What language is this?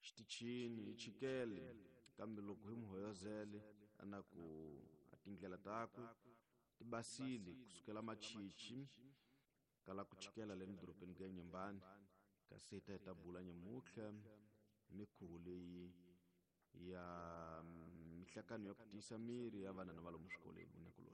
Tsonga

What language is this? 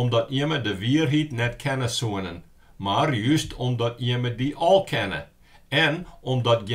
Western Frisian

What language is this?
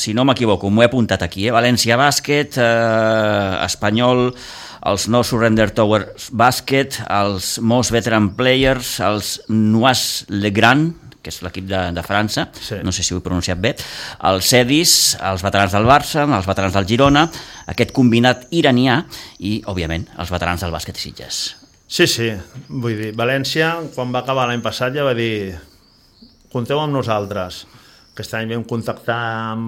Catalan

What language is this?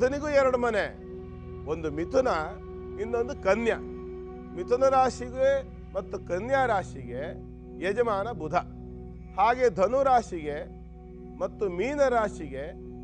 Kannada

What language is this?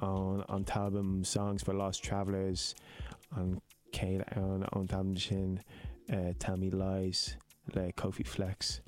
Irish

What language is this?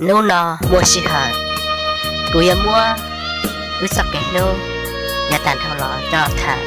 Hmong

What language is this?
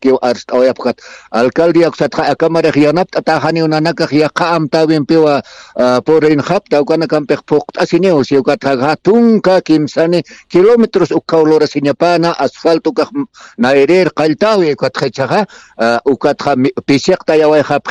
Aymara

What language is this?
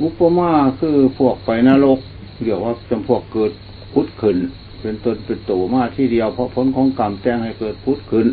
Lao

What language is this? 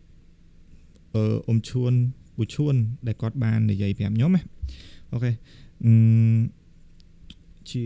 Khmer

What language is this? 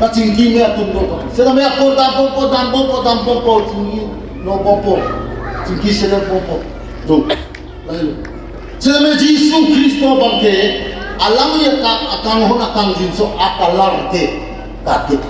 Karbi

